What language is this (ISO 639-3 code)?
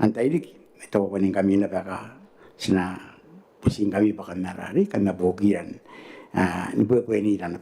gil